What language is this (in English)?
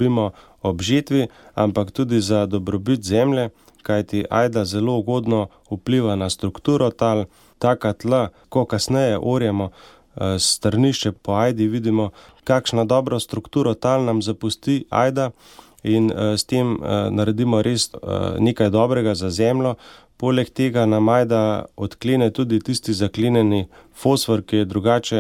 Slovenian